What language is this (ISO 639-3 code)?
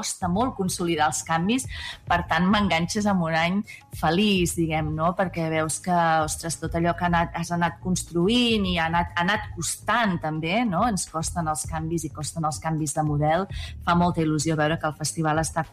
cat